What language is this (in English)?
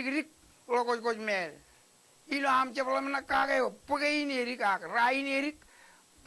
Marshallese